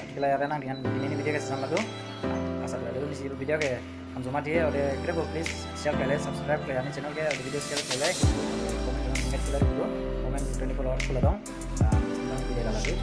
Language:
Dimasa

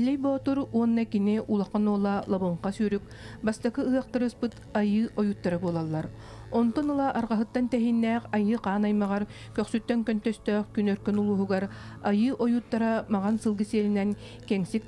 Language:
Yakut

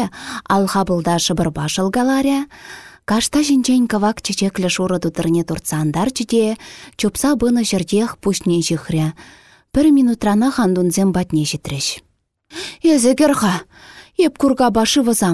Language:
Chuvash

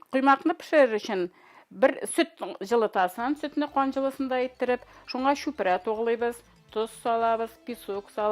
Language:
Tatar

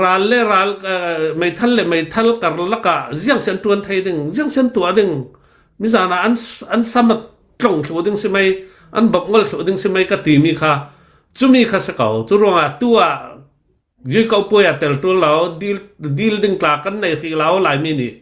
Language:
Hakha Chin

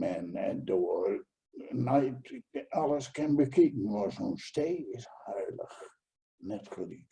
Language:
Gronings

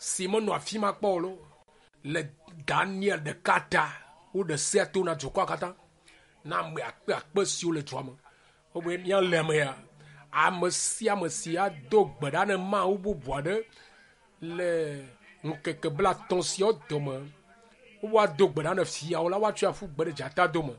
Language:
Ewe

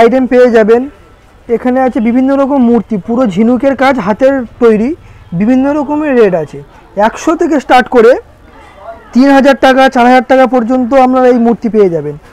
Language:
Bangla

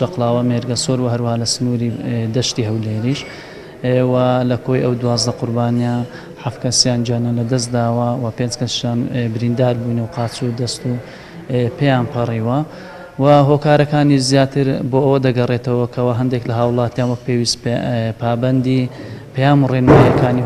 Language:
Central Kurdish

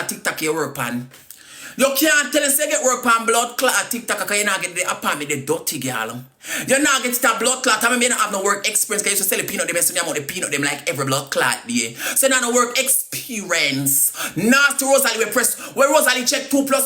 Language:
Jamaican Creole English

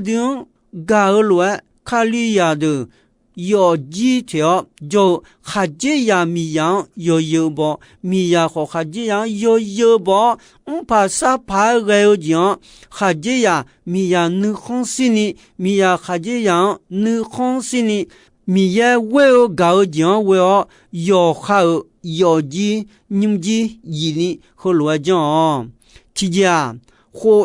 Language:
Akha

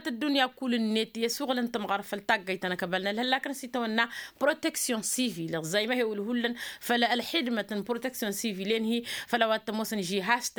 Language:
Tamasheq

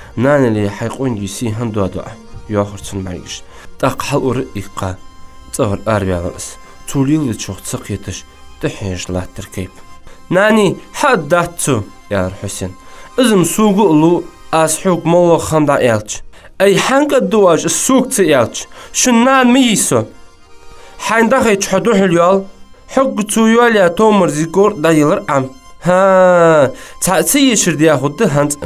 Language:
Ingush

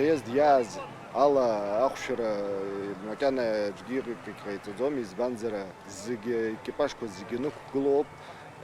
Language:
Abkhazian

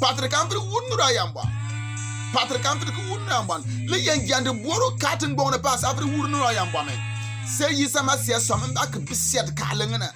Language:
Bimoba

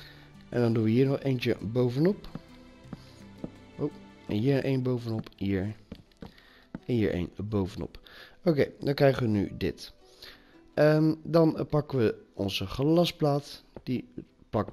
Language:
Dutch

